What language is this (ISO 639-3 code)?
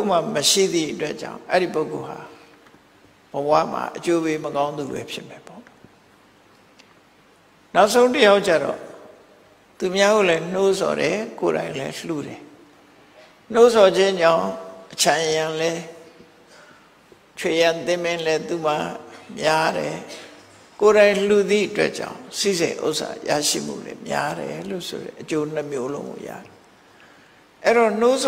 mya